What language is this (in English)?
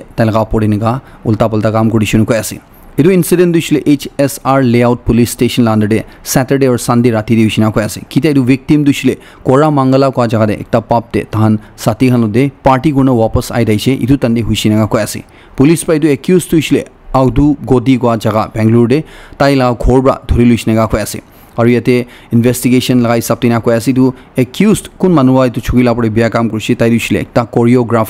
Naga Pidgin